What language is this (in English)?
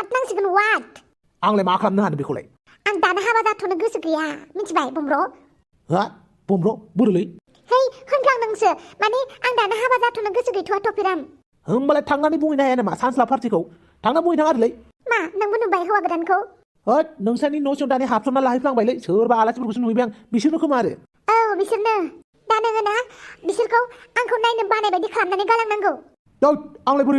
Bodo